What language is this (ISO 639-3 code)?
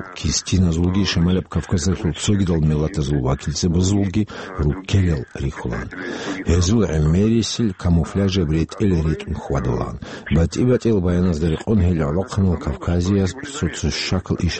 ava